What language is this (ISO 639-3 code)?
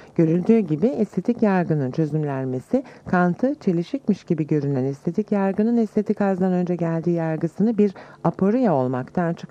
tur